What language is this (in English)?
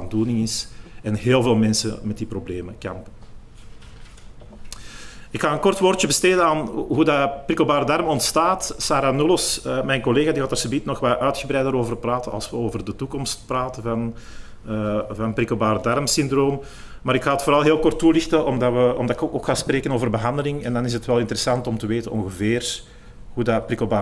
Dutch